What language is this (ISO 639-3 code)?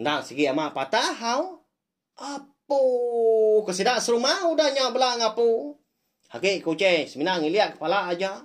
iba